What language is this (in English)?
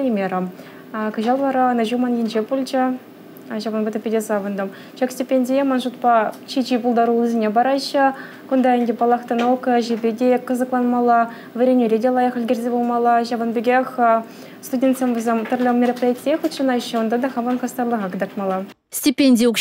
Chuvash